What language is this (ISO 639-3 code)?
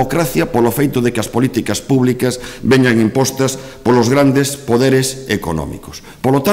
glg